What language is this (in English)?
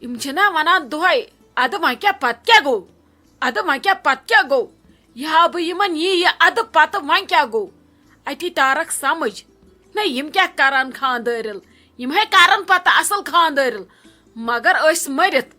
Kashmiri